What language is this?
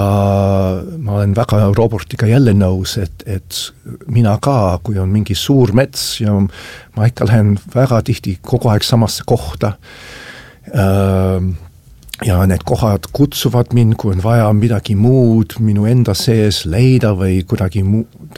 Estonian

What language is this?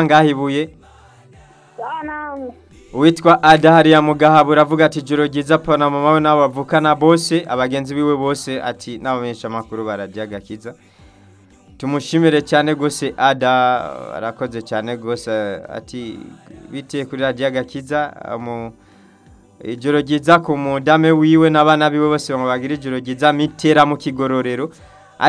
Rundi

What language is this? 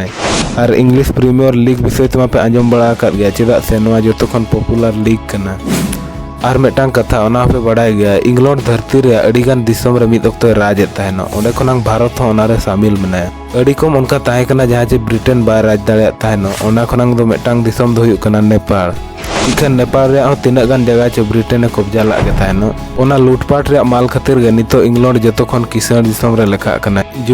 Santali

